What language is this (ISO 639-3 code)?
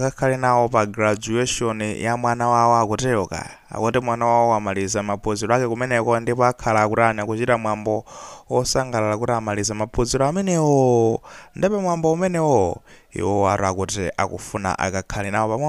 nya